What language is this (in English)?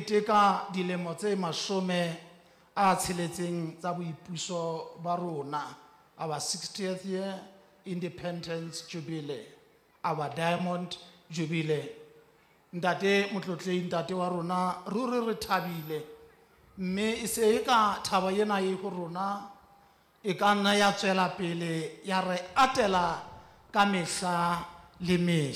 Southern Sotho